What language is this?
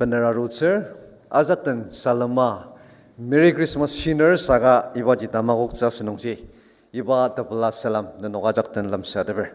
Ao Naga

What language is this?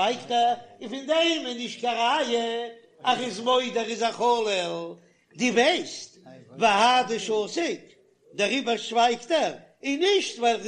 Yiddish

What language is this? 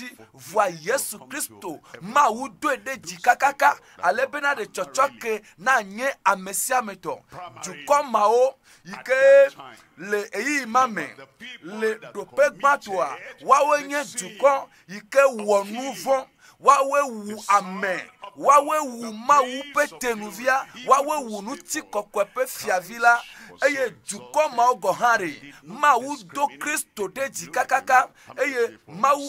Ewe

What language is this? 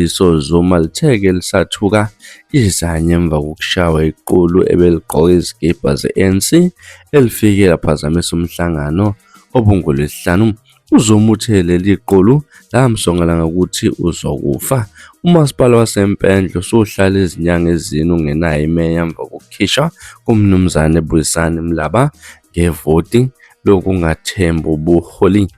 Zulu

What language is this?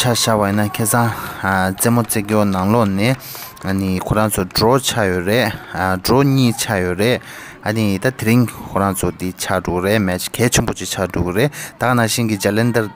Tibetan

